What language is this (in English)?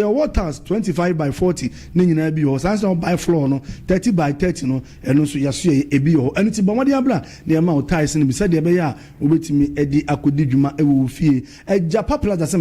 Akan